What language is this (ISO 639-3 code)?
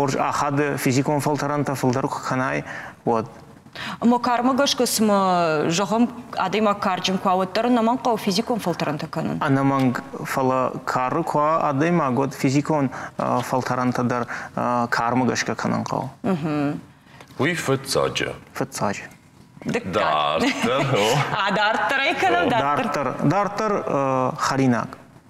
oss